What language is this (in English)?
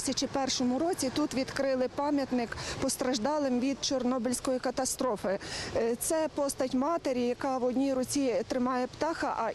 Ukrainian